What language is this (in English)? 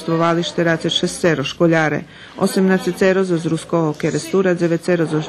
Rusyn